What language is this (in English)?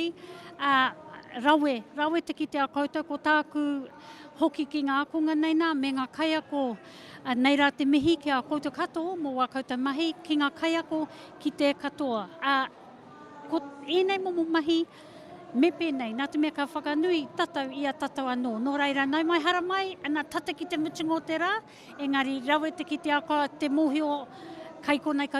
Māori